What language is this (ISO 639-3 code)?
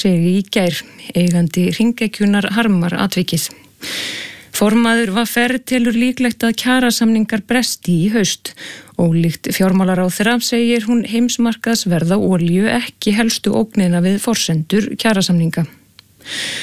isl